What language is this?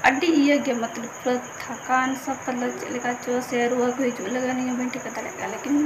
Santali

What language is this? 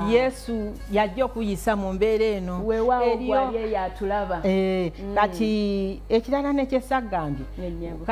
Ganda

